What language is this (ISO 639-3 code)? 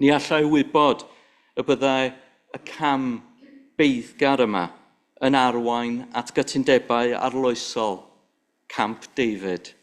cym